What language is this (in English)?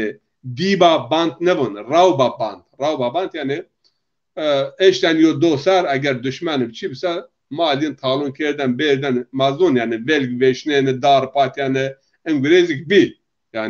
Zaza